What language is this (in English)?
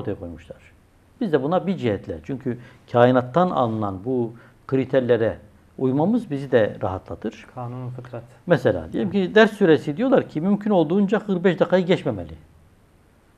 Turkish